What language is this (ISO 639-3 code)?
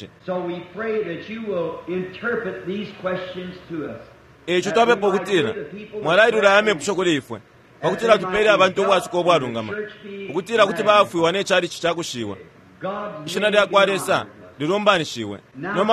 bem